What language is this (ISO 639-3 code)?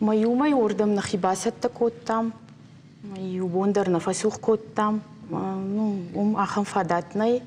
oss